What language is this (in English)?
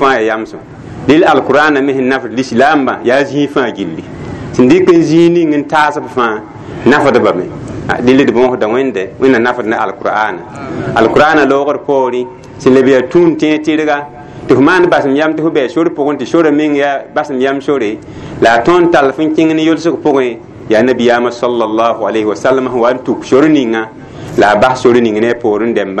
Mossi